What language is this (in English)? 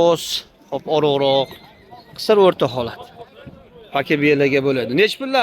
Uzbek